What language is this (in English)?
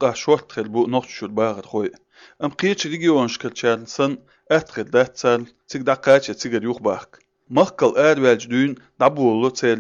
Chechen